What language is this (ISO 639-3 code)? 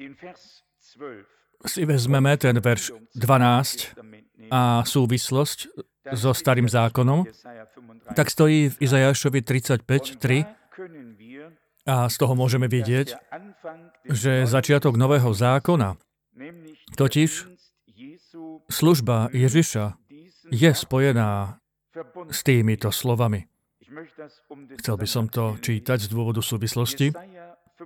slk